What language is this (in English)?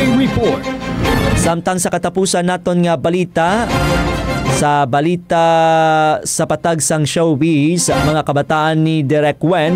Hiligaynon